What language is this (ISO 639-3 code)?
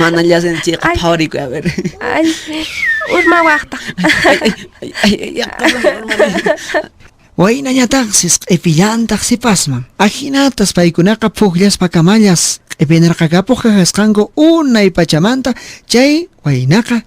que